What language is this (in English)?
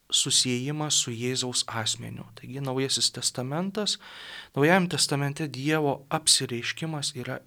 Lithuanian